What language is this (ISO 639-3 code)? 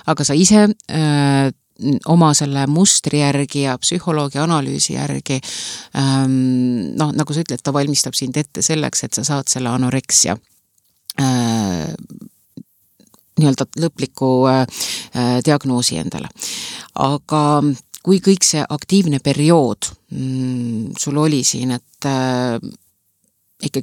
est